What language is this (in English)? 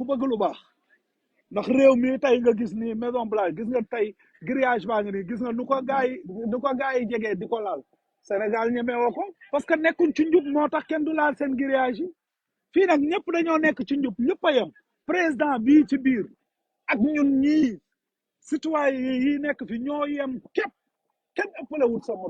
Wolof